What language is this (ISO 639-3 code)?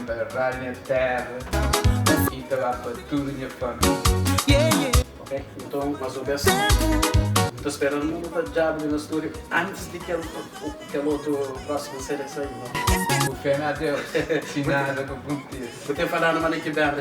kea